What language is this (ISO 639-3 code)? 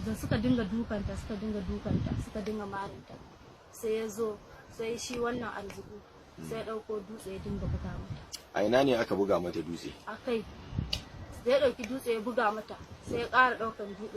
hau